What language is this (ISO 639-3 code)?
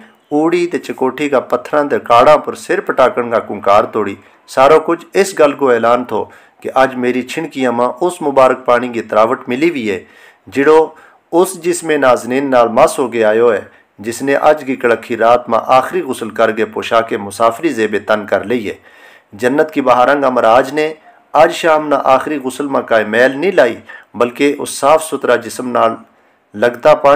gju